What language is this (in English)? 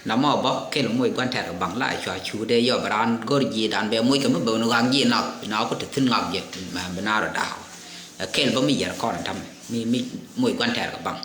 Nuer